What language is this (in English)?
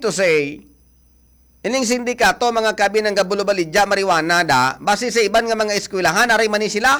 Hiligaynon